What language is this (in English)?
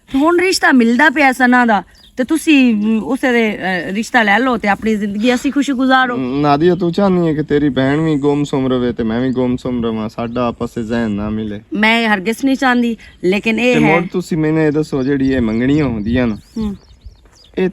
Western Panjabi